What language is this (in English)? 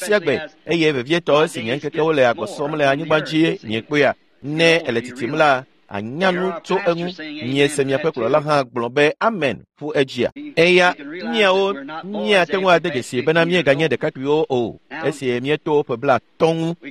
Ewe